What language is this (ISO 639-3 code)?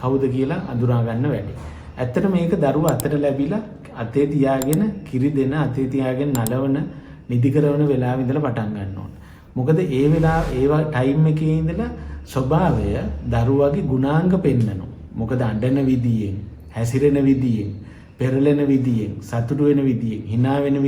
sin